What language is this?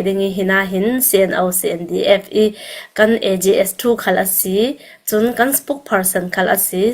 Falam Chin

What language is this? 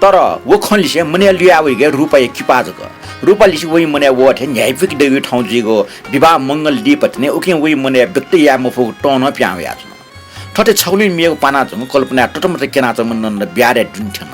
Newari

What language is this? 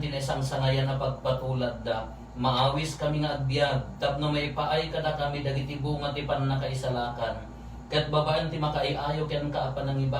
Iloko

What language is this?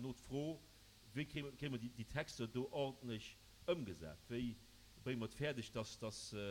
Luxembourgish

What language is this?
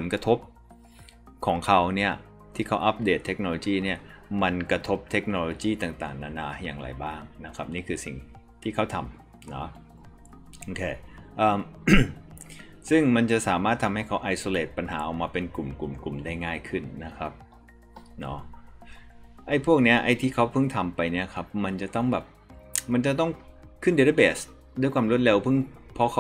Thai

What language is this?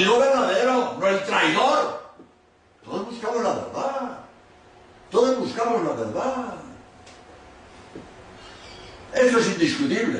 Spanish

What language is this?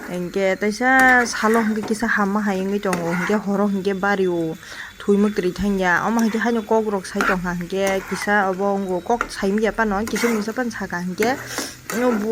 Kok Borok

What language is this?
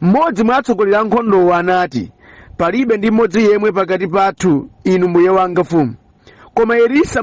Nyanja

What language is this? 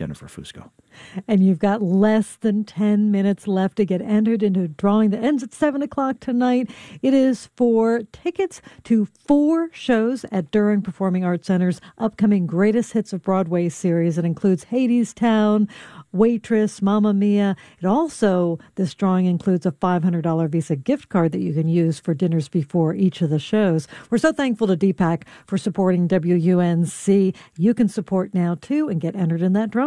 English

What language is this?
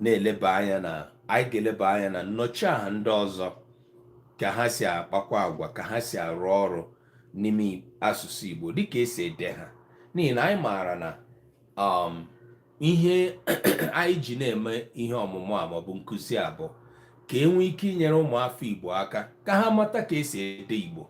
Igbo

